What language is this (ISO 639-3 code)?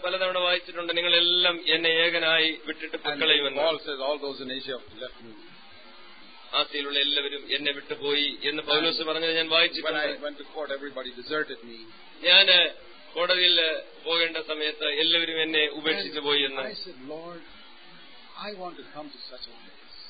mal